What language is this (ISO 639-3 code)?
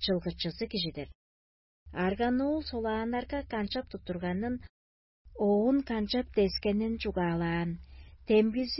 tyv